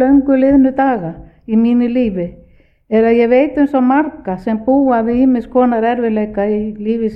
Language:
Icelandic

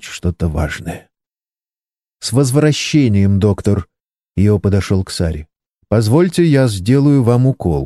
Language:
Russian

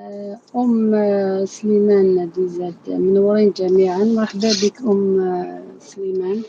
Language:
Algerian Arabic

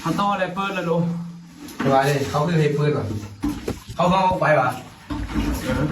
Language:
Northeastern Thai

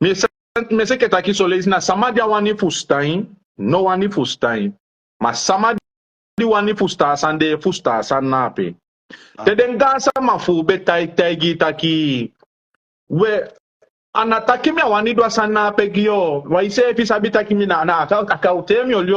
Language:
Sranan Tongo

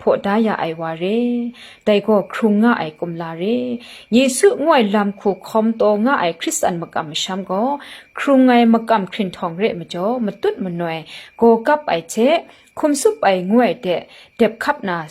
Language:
Kachin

